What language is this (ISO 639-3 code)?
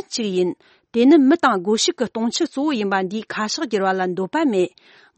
bod